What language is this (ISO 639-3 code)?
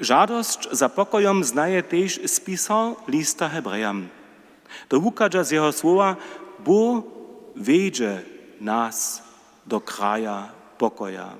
hsb